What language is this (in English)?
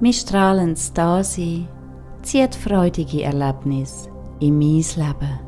Swiss German